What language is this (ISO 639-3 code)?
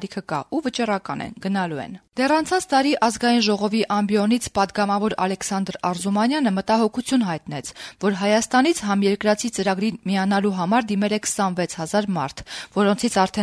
hye